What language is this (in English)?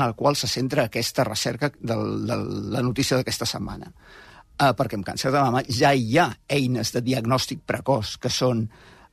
Catalan